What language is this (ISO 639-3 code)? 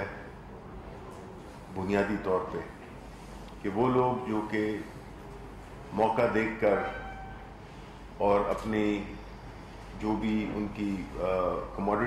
urd